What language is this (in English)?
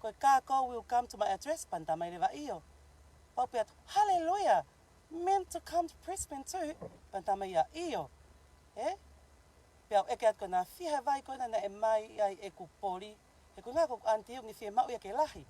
Tongan